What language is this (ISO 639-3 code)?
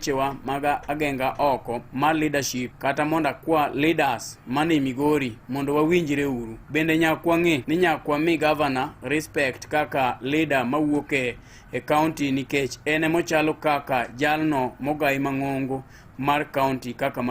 luo